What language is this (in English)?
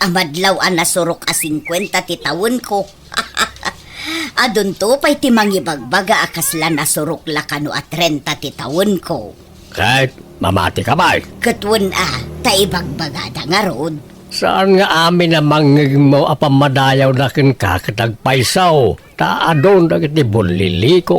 Iloko